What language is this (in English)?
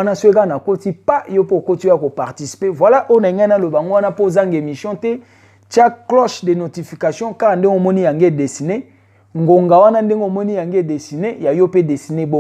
Lingala